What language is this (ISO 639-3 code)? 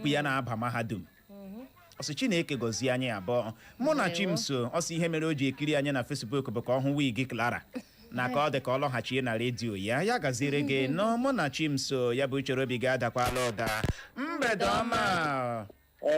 ibo